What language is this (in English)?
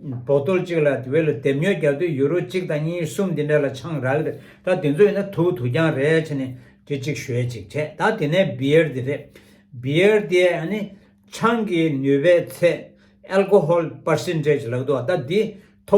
Tibetan